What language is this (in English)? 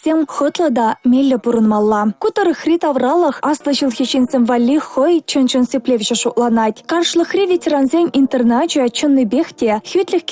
Chuvash